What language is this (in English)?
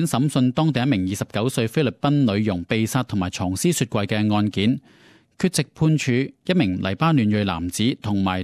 Cantonese